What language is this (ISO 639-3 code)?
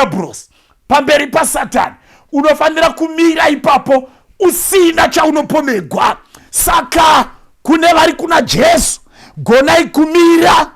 sna